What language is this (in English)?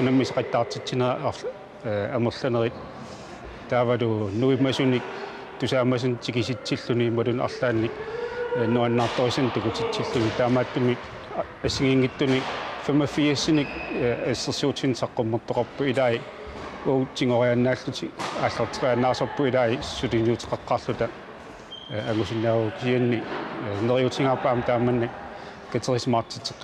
Kalaallisut